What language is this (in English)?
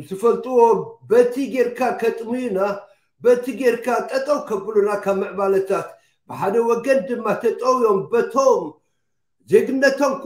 Tigrinya